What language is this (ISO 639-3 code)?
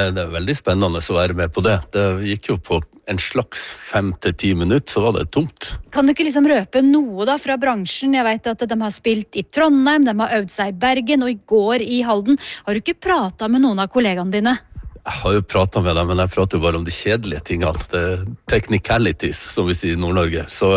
nor